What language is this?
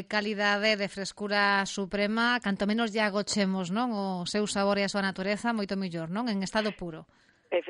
Galician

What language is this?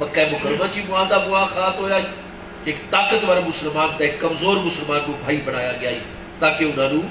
Saraiki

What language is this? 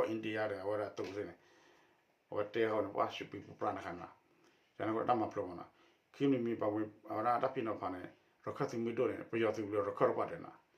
S'gaw Karen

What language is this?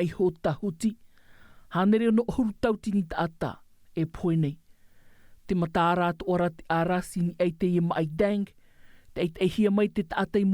Tahitian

